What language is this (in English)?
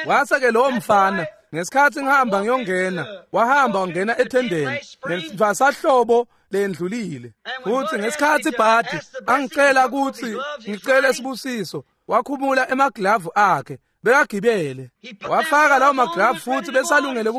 Swati